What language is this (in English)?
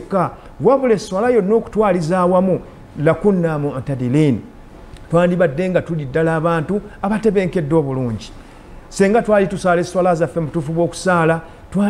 Ganda